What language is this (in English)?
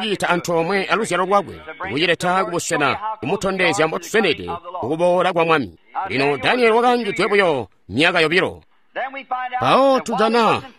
Tonga (Zambia)